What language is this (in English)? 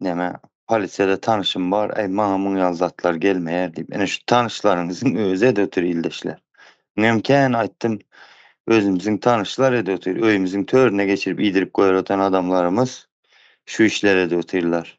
Turkmen